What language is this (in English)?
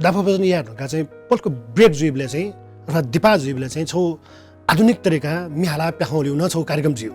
Newari